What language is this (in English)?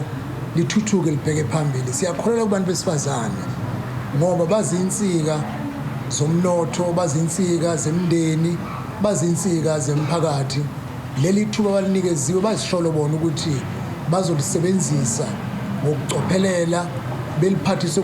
Zulu